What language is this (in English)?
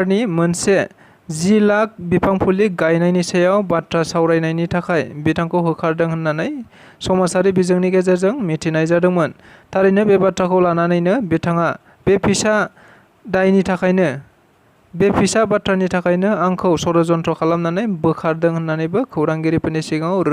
Bodo